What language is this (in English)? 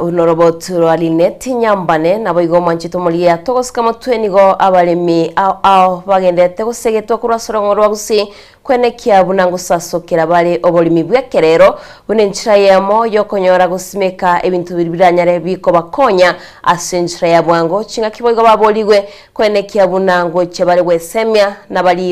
Gusii